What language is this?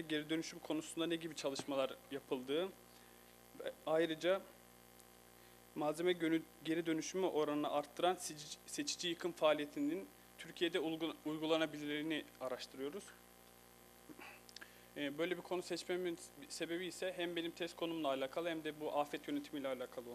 Turkish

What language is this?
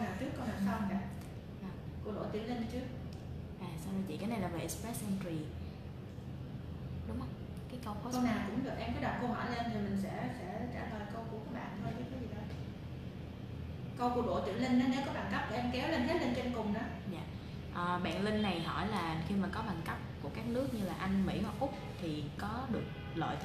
Vietnamese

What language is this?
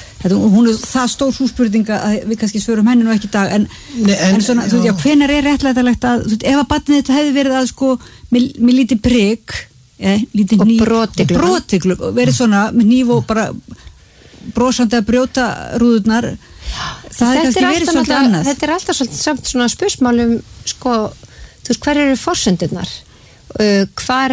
Icelandic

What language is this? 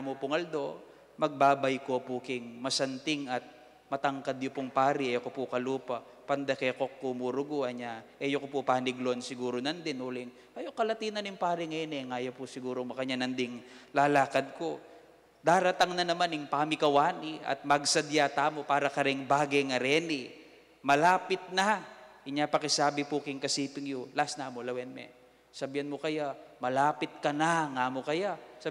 Pampanga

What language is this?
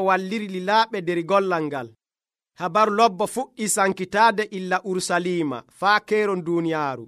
Nigerian Fulfulde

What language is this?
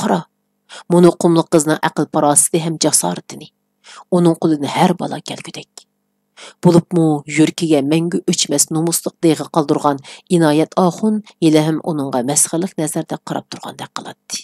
Uyghur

